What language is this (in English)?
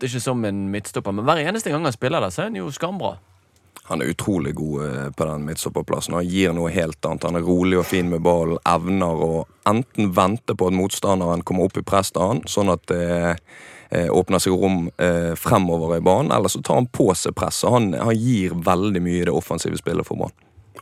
Norwegian